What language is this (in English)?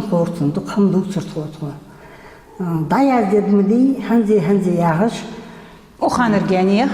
Ingush